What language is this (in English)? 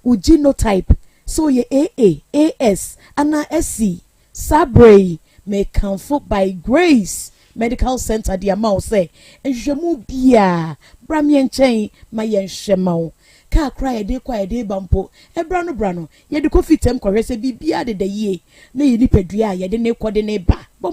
Akan